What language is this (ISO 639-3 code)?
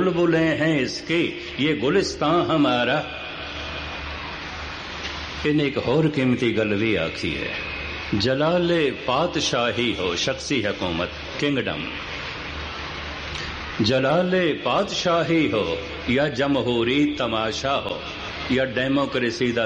pan